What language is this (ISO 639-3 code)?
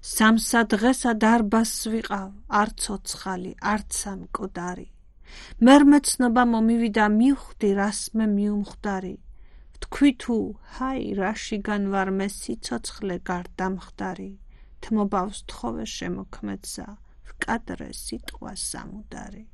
kat